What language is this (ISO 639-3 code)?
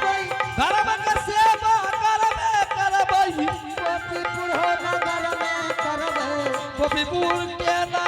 anp